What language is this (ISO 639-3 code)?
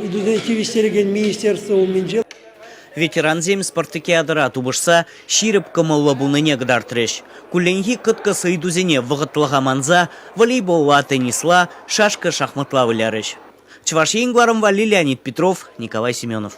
chv